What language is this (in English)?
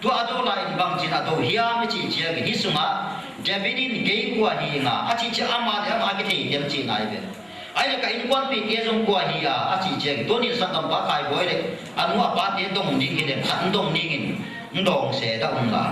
Tedim Chin